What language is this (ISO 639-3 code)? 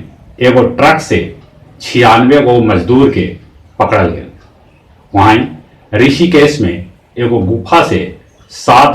mag